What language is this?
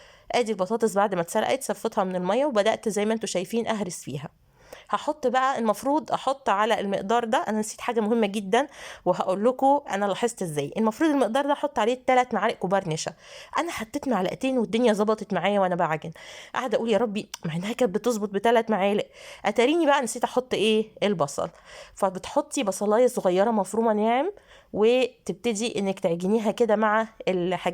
Egyptian Arabic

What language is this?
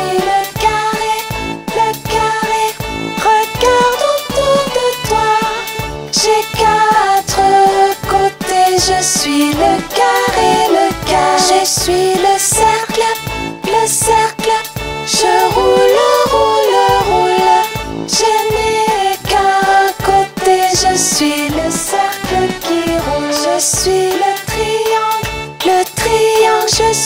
French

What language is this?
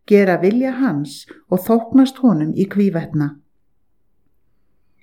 Icelandic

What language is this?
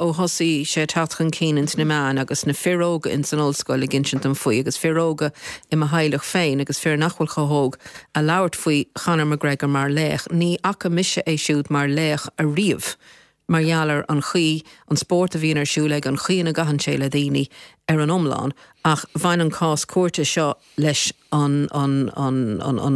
Irish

